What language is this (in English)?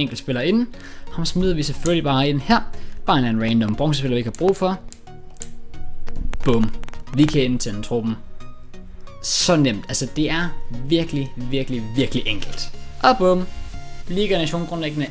Danish